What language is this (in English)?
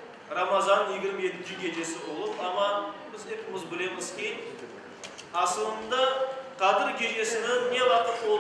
Crimean Tatar